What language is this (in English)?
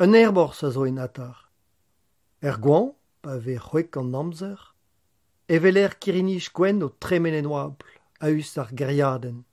Breton